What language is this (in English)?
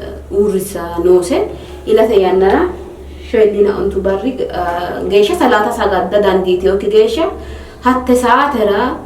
Sidamo